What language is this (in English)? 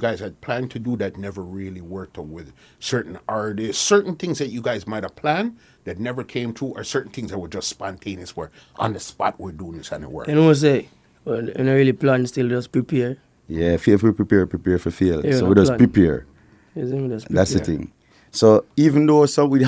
Jamaican Creole English